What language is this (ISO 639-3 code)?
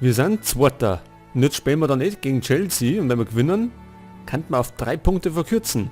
bar